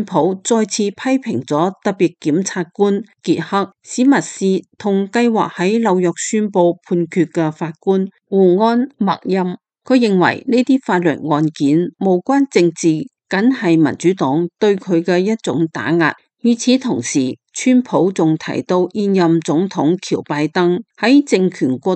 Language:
Cantonese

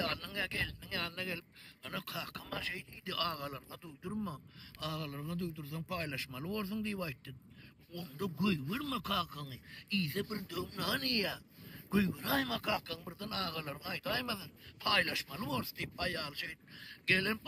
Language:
Turkmen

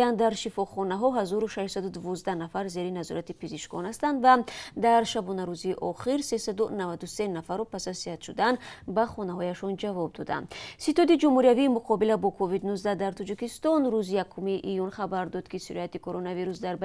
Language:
Tajik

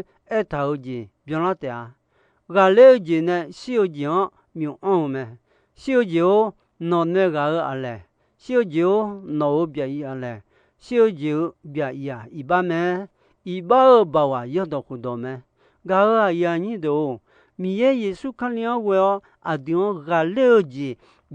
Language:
Akha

